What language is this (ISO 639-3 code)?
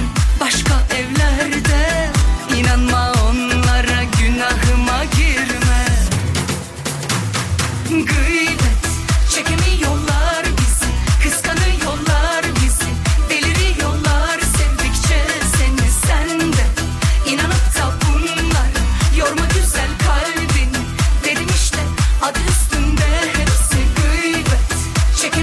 tur